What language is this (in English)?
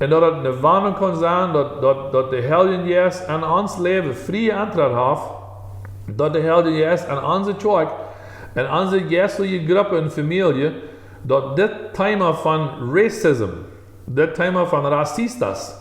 Plautdietsch